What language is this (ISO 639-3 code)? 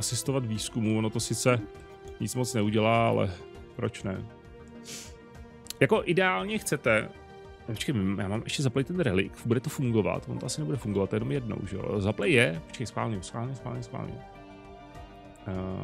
ces